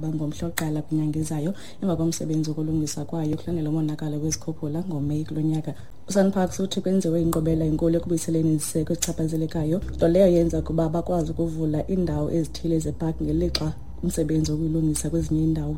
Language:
Xhosa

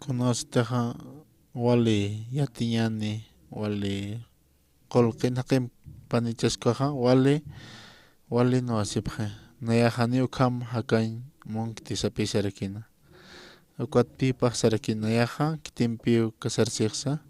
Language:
Aymara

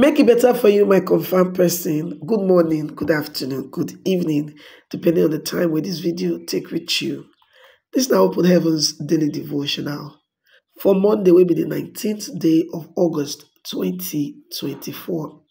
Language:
Nigerian Pidgin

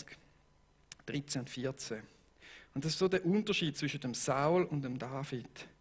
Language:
Swiss German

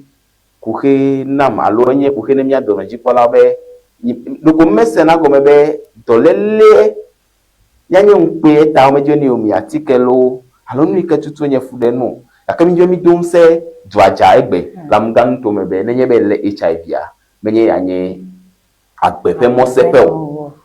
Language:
Ewe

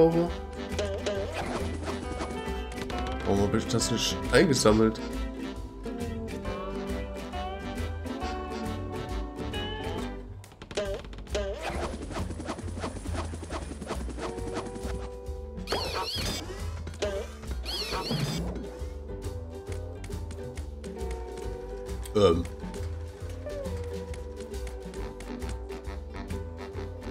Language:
German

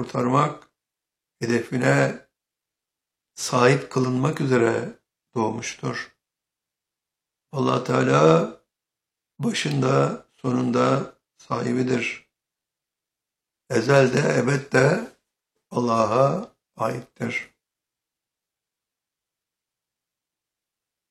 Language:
Turkish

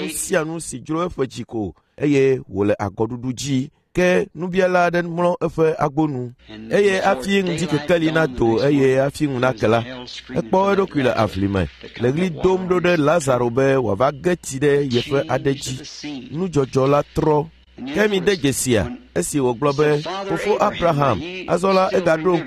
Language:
Ewe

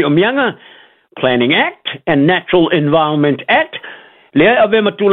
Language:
Samoan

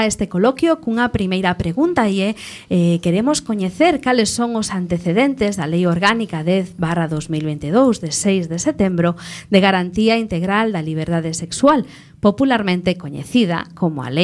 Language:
Galician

